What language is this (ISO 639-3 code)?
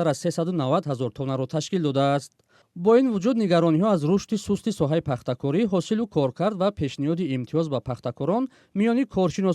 tgk